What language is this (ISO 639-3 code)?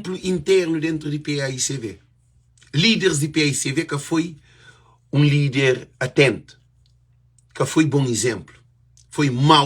kea